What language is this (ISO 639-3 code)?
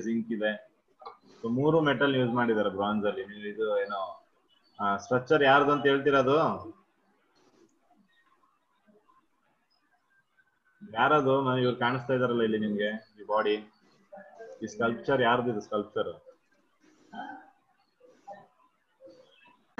kan